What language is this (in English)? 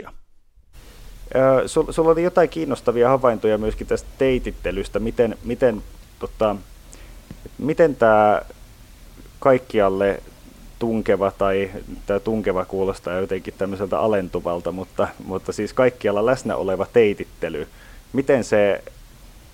Finnish